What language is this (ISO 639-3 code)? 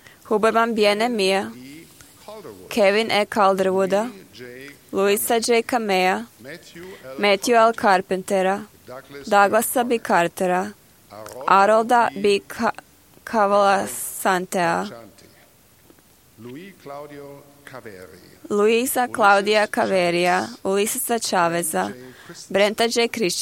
hrv